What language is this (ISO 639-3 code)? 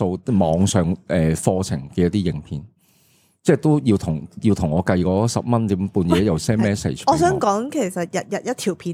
yue